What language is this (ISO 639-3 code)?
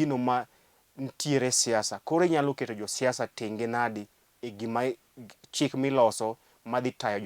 luo